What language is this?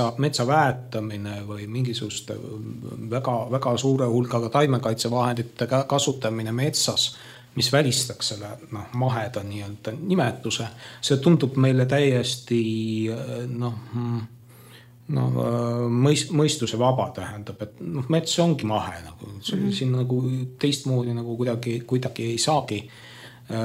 Estonian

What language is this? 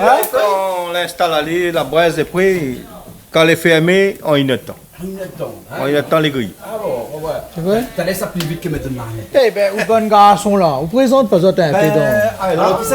Réunion Creole French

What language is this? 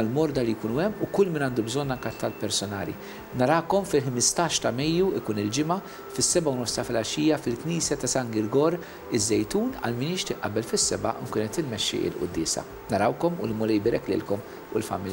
Maltese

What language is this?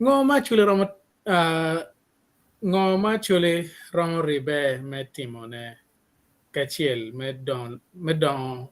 Acoli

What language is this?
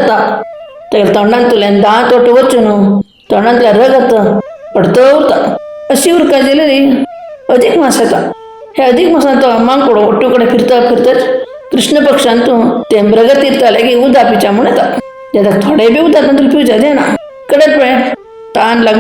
Konkani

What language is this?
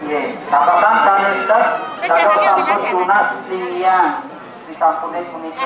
Balinese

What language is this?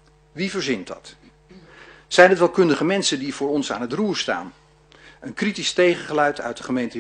Dutch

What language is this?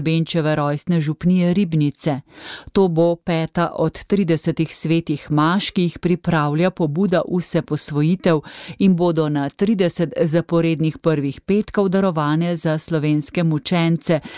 Slovenian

